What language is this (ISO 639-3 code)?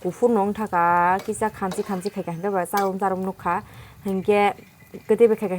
trp